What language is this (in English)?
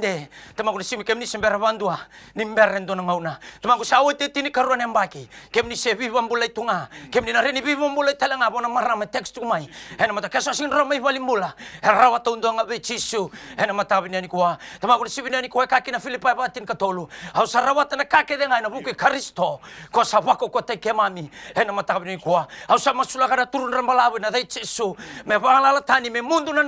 Fijian